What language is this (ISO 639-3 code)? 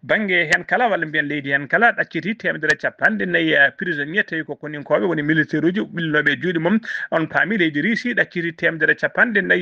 ful